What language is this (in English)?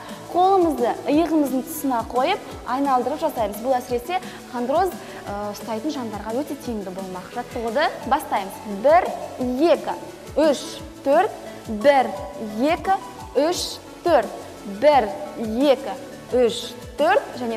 Kazakh